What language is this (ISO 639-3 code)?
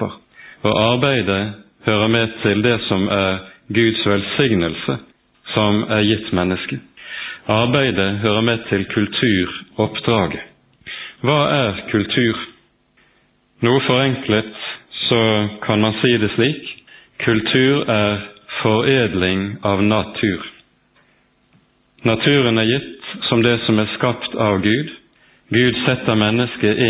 nor